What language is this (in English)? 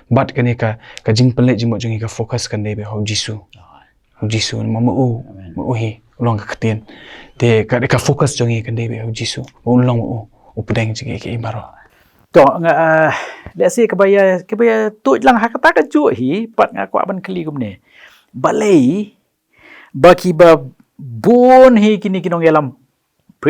Khasi